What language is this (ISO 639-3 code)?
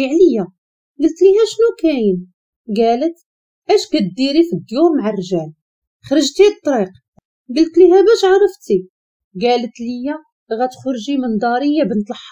ary